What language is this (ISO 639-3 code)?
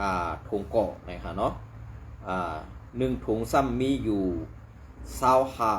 shn